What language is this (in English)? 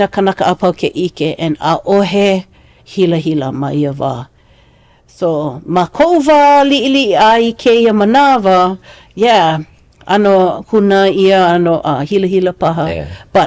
Hawaiian